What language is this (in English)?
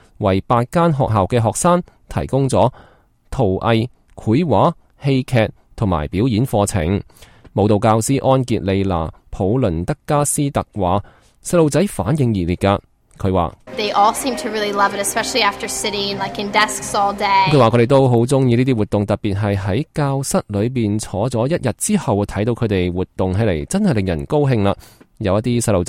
Cantonese